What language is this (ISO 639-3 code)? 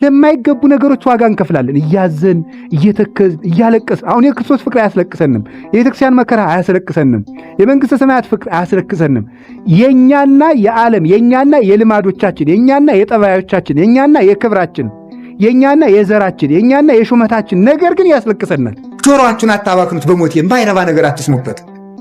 amh